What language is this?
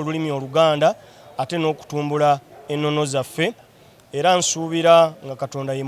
Ganda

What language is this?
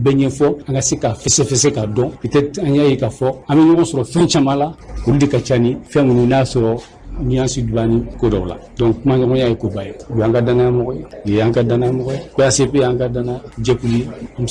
Bambara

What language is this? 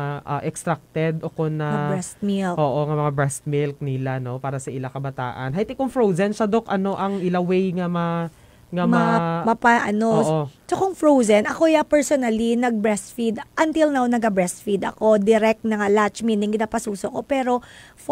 Hiligaynon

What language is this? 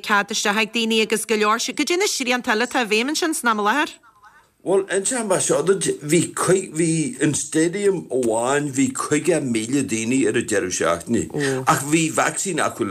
Irish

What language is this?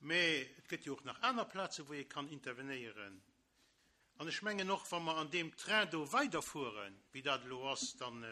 Luxembourgish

